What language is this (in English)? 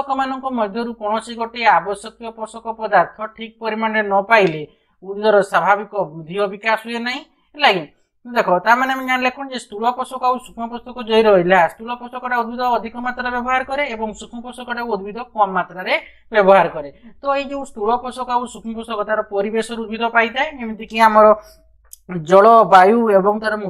Odia